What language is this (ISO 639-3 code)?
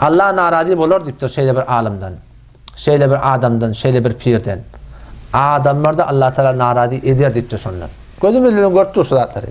tuk